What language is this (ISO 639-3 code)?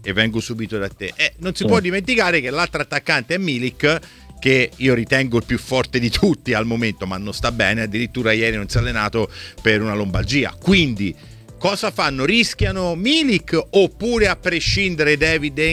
ita